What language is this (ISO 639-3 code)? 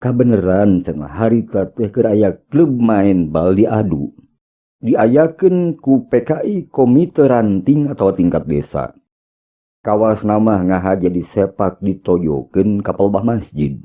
sun